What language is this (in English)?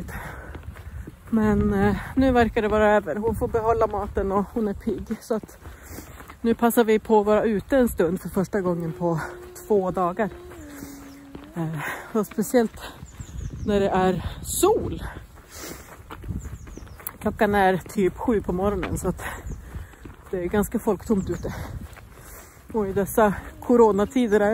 Swedish